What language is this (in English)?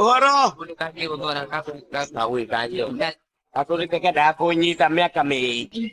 Kikuyu